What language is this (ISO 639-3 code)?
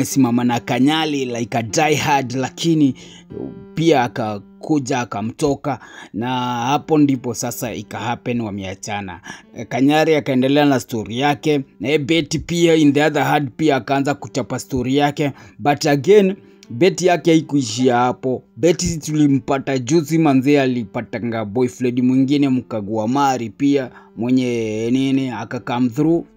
swa